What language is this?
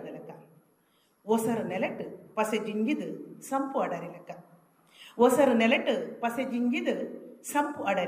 Tulu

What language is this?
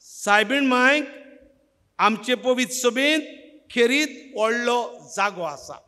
Konkani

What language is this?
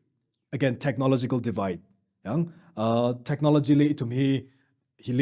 Tangkhul Naga (India)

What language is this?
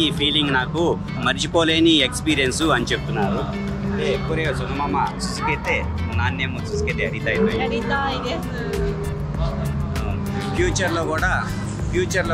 Telugu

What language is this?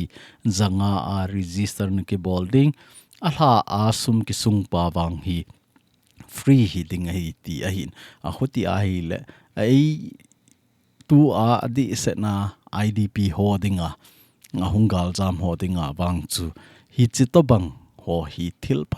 Thado Chin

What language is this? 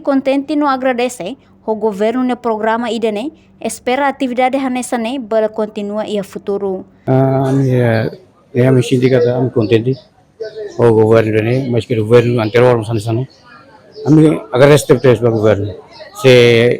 Tetum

